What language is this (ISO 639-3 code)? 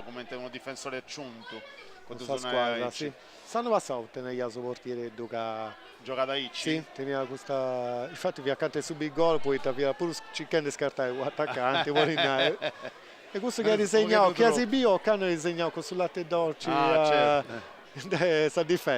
srd